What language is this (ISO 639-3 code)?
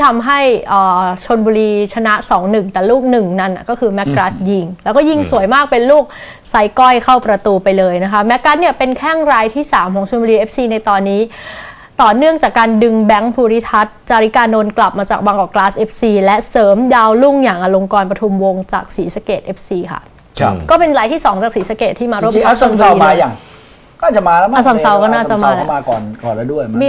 tha